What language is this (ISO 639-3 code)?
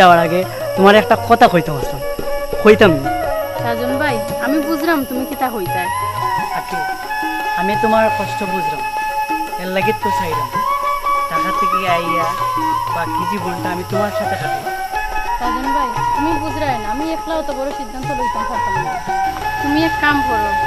syl